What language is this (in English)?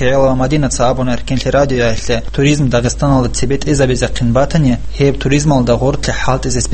Avaric